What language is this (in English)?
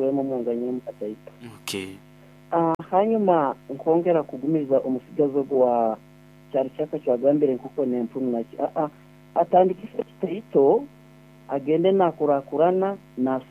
Nyoro